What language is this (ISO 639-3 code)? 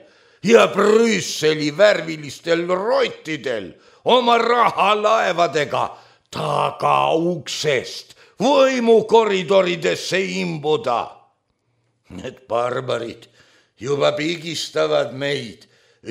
est